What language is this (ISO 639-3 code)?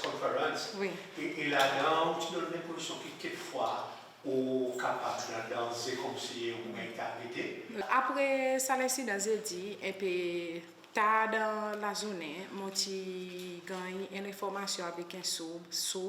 crs